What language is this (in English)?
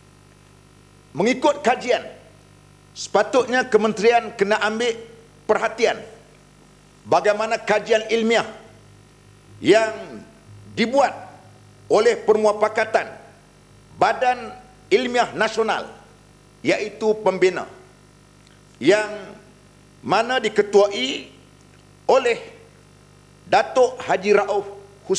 Malay